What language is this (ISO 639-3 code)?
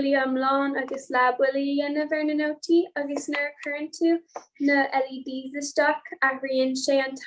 gle